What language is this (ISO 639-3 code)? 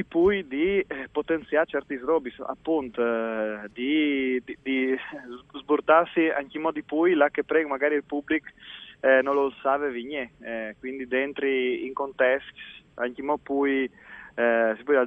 fur